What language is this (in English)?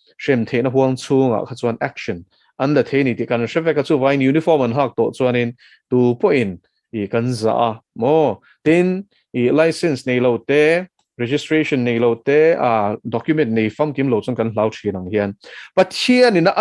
Mizo